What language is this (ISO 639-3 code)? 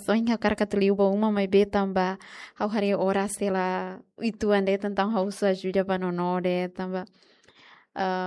tet